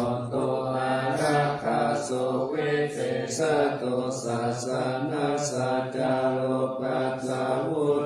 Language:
Pali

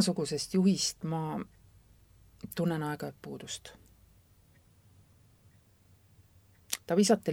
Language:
Estonian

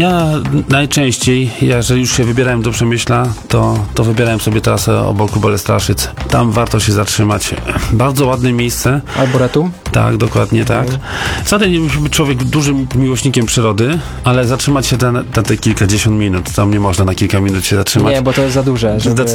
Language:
Polish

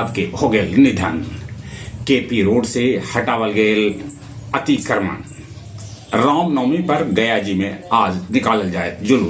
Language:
Magahi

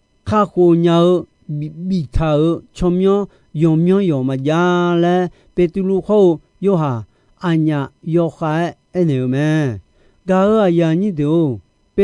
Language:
Akha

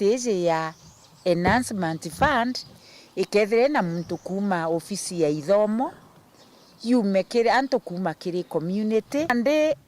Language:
Meru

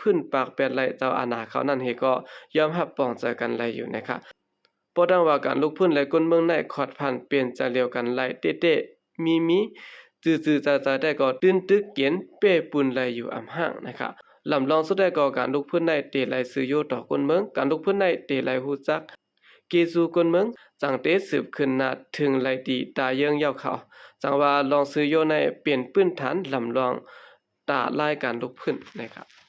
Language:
Shan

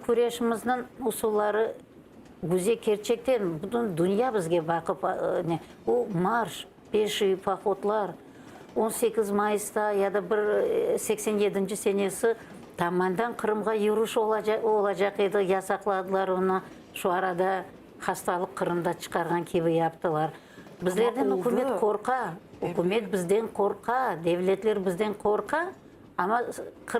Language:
Crimean Tatar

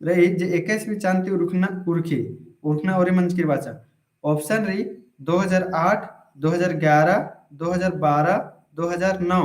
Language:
Kurukh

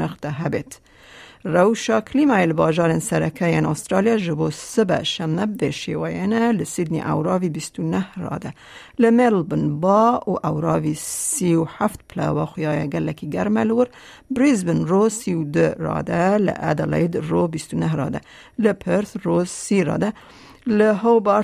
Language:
Kurdish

